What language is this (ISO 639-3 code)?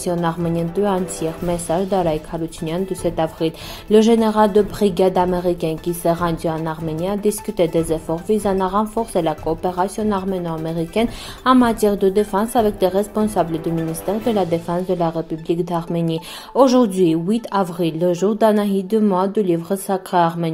fra